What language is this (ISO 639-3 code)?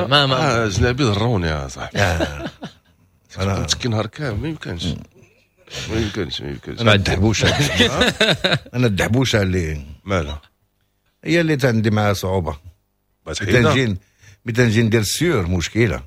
ary